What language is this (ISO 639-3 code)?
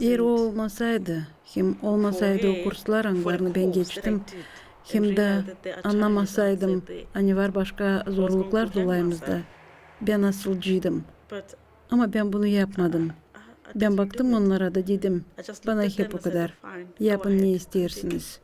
gag